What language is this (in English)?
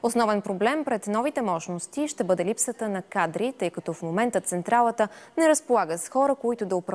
Bulgarian